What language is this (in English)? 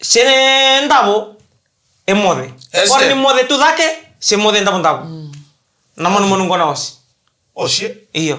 Fijian